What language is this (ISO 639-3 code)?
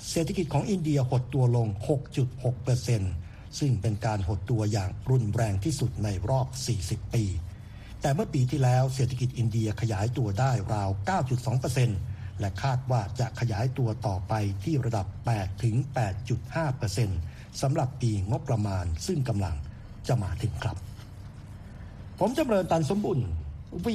tha